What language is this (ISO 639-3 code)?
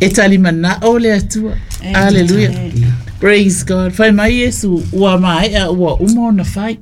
smo